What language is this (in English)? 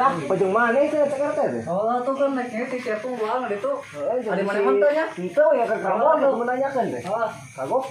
Sundanese